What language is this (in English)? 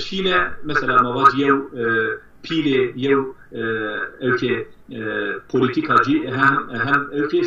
Zaza